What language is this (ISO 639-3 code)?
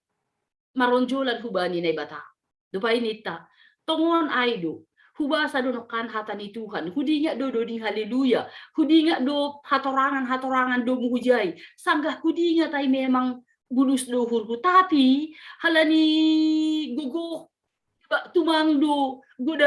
bts